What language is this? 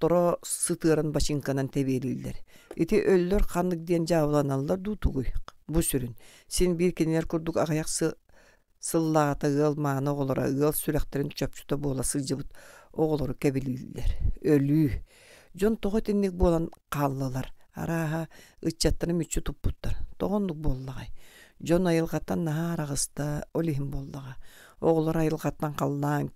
Yakut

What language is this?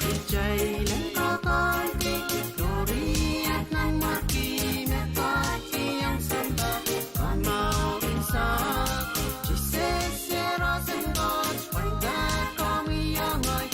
Pohnpeian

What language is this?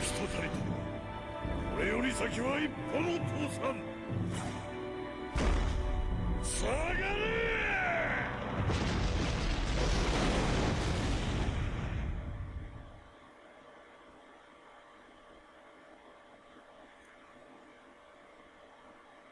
German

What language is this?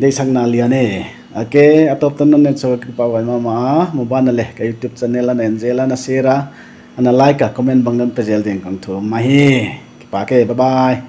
Paite Chin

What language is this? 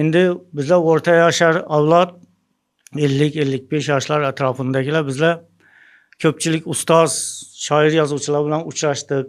Uzbek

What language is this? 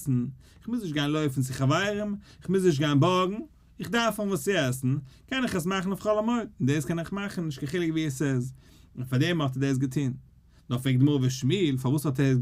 Yiddish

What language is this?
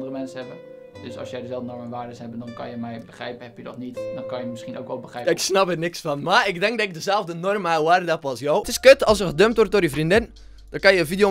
Dutch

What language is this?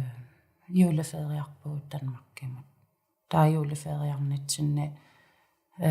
Kalaallisut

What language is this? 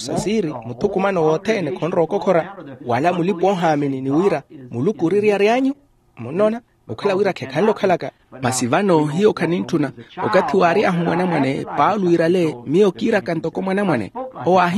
Makhuwa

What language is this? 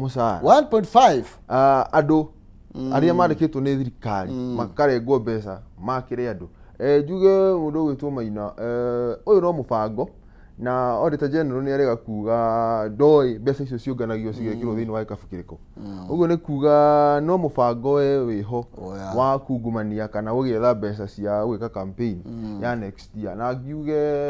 Kikuyu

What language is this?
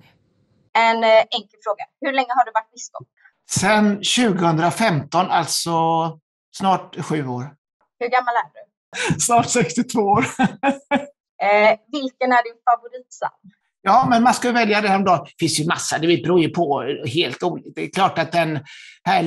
Swedish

